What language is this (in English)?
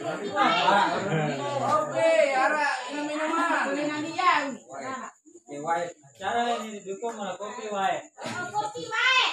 Sasak